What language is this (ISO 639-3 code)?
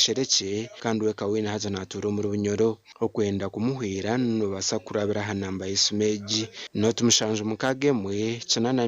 nyn